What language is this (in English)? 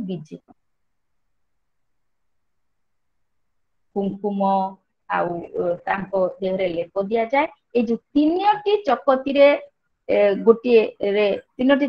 Odia